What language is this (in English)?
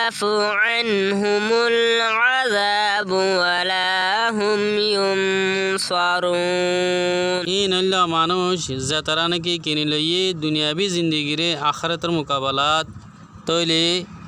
Rohingya